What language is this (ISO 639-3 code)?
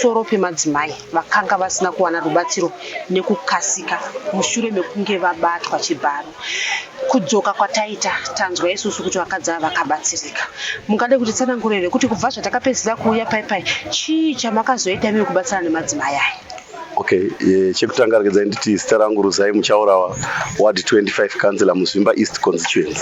sna